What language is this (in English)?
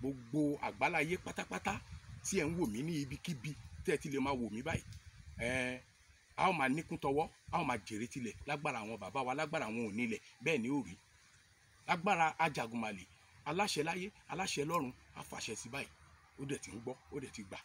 Yoruba